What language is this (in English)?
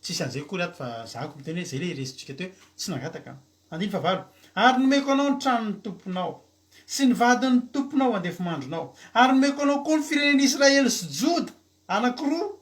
Malagasy